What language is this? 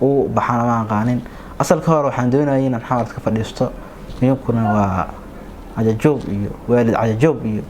Somali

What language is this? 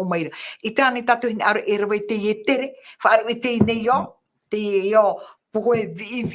Tahitian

